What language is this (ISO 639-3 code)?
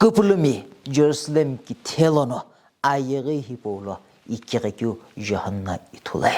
nsm